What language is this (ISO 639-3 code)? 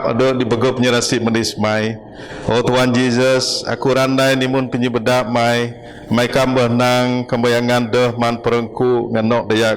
bth